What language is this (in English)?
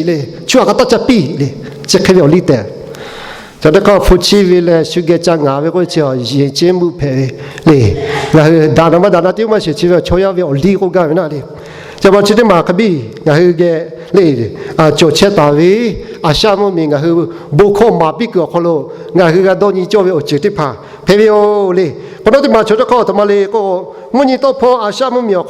Lahu